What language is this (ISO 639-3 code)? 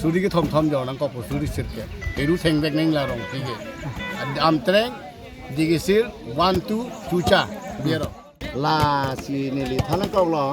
mjw